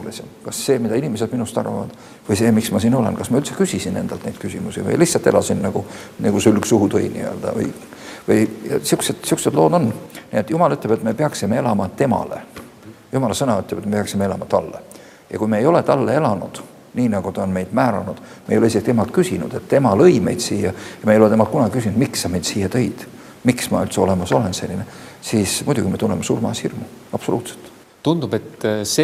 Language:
Estonian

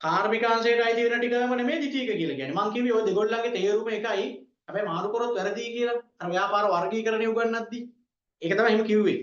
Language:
Sinhala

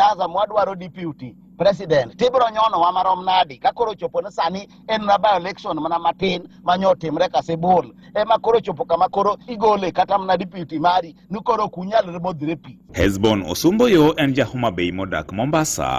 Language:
Luo (Kenya and Tanzania)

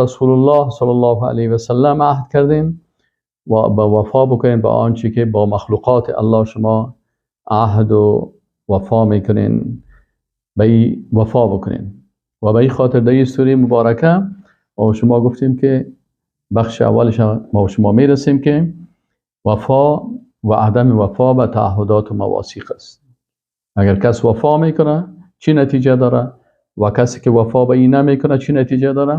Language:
Persian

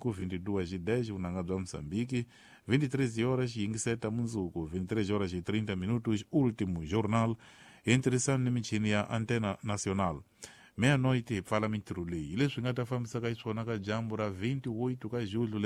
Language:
Tsonga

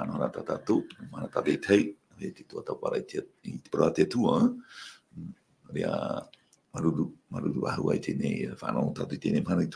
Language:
Tahitian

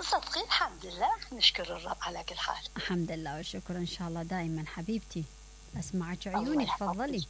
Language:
Mesopotamian Arabic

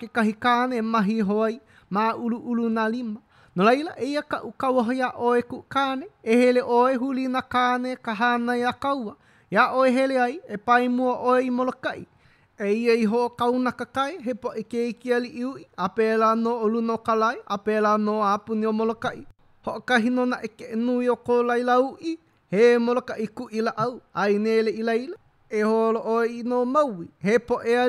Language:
Hawaiian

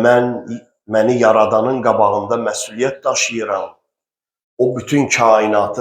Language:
Azerbaijani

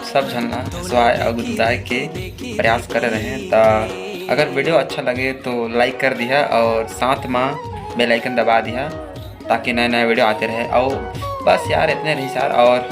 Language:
Chhattisgarhi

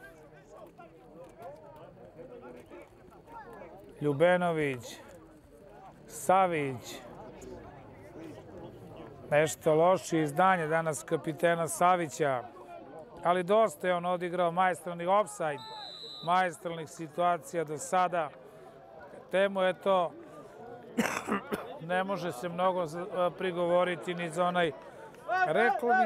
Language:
Serbian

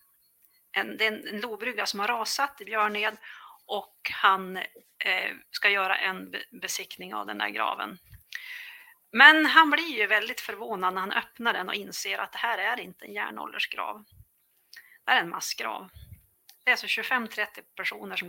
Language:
Swedish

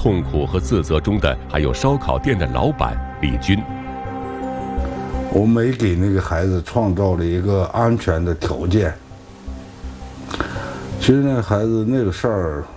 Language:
Chinese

